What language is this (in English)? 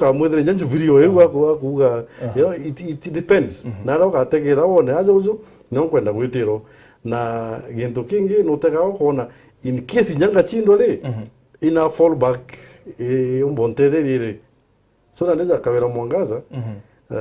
Meru